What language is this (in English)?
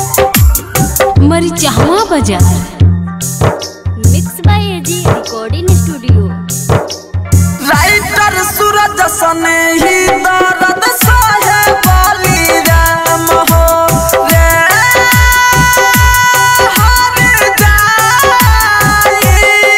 Bhojpuri